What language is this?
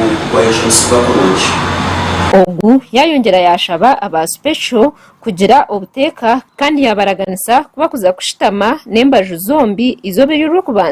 Nyankole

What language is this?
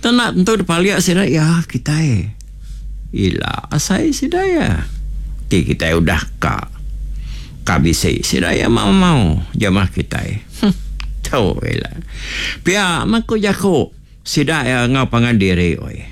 Iban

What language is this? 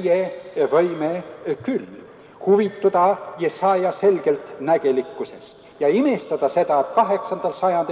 Estonian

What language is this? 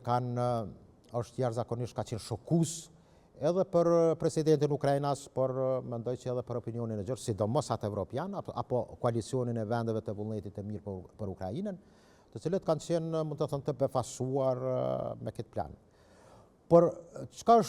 Albanian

